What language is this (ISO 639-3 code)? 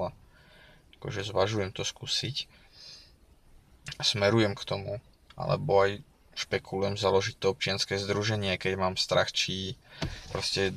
slk